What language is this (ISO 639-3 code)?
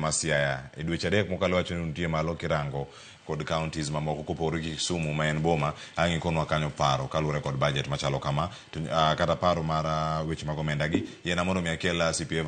luo